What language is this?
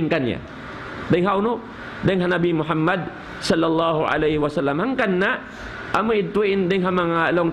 Tausug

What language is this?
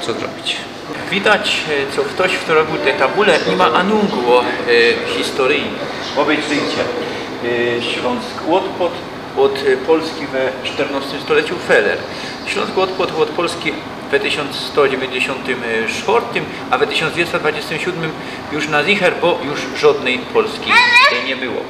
Silesian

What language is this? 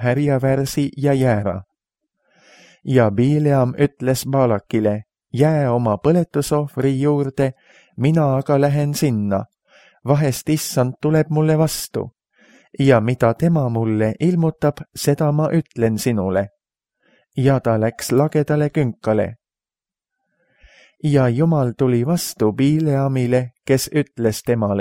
Estonian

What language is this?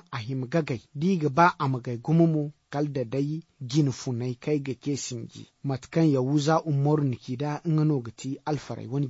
Zarma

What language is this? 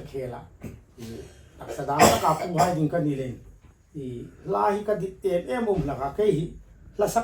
Hmar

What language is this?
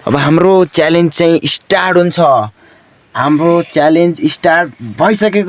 Nepali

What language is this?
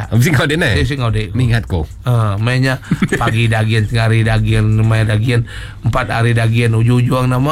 Iban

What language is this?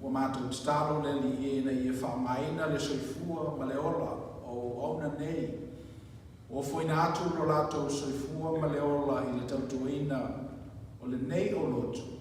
Samoan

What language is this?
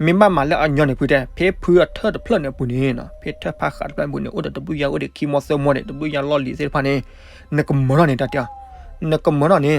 S'gaw Karen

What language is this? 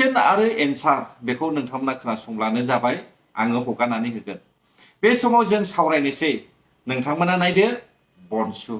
Bodo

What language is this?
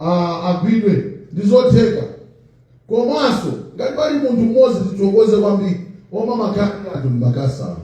Nyanja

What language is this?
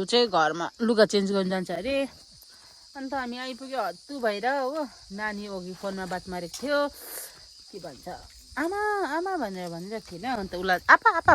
Nepali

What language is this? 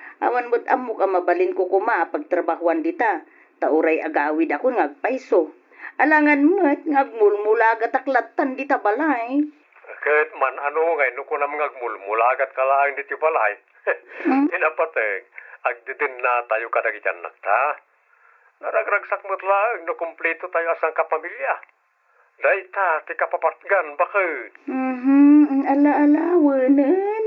Iloko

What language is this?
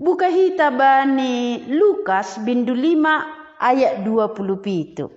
Batak Simalungun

